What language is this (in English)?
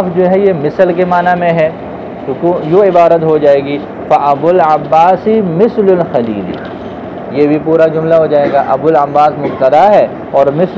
Urdu